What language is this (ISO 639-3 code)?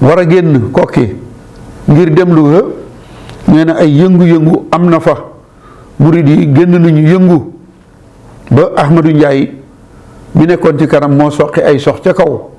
wol